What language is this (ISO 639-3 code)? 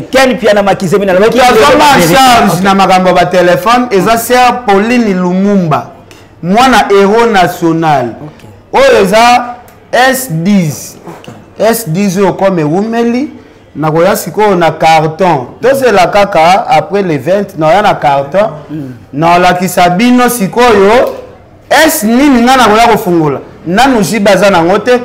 lin